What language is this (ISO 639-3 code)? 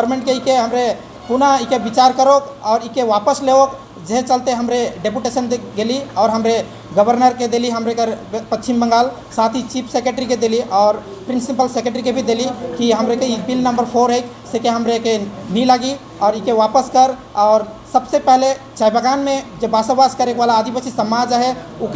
sck